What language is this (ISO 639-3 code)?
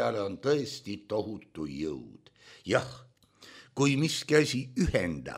est